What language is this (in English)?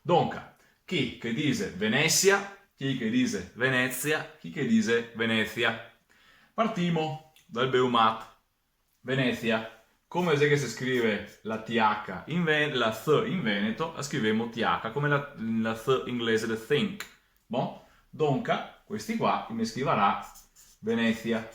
Venetian